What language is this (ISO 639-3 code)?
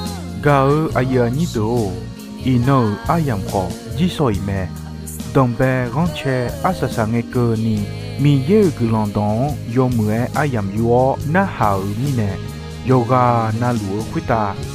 ahk